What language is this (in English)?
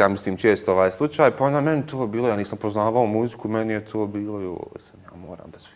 Bosnian